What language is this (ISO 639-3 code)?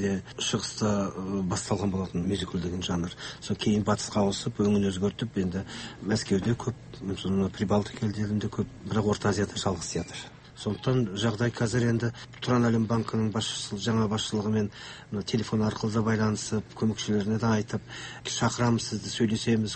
kaz